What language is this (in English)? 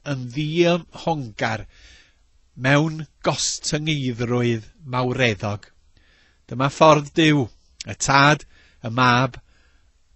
Welsh